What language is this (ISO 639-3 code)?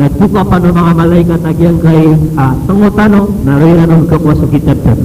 mrw